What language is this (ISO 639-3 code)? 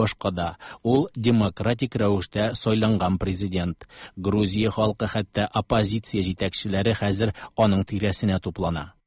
tat